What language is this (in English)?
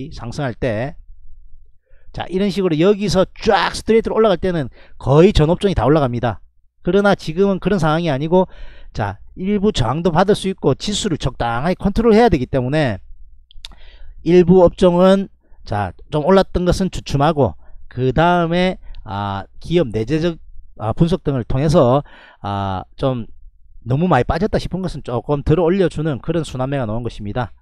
Korean